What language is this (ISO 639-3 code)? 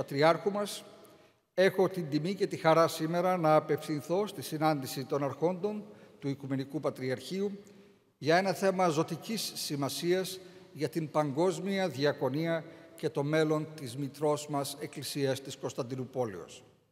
ell